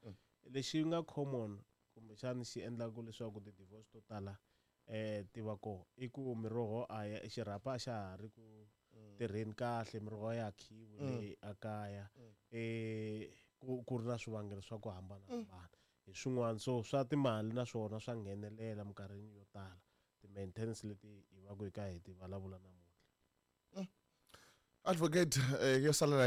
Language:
Tsonga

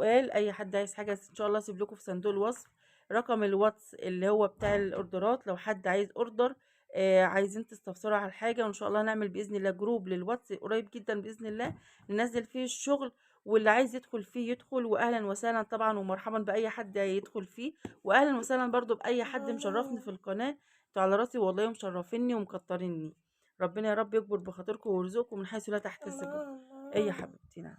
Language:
Egyptian Arabic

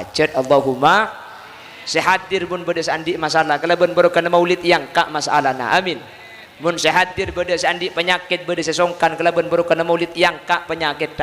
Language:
Madurese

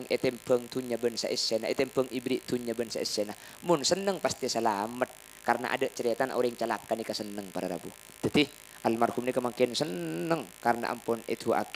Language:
Madurese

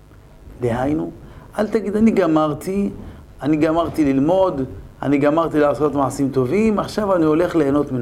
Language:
Hebrew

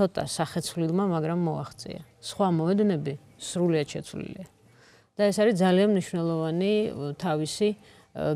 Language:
Georgian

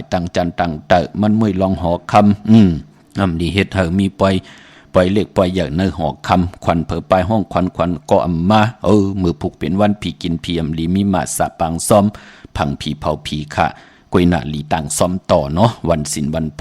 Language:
Shan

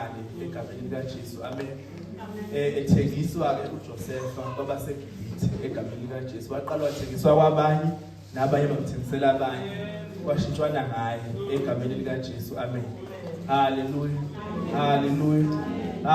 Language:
Zulu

